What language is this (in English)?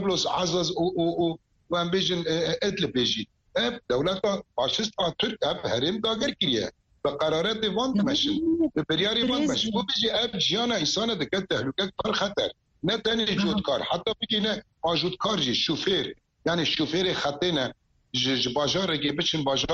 Kurdish